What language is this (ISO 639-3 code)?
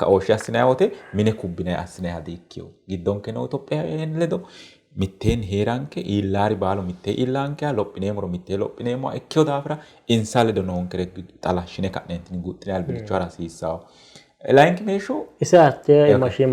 sid